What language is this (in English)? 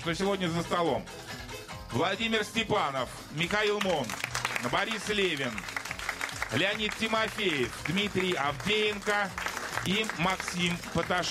Russian